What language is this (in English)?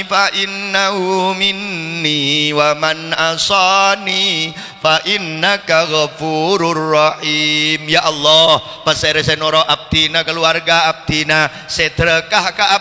Madurese